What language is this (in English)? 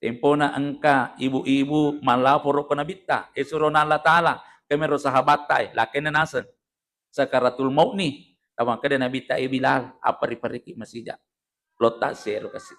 Buginese